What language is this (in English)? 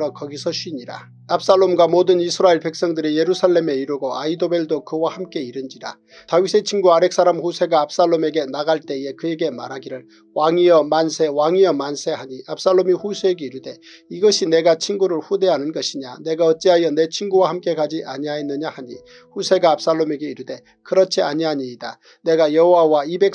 Korean